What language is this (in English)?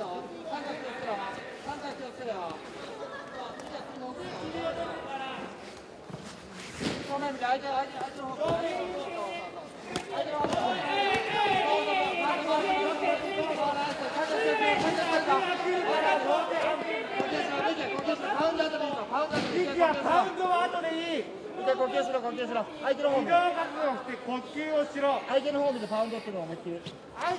Japanese